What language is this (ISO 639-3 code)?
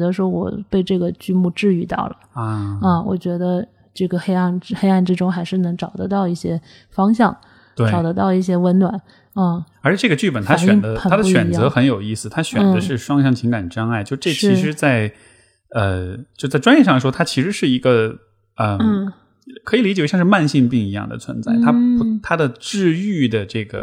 zho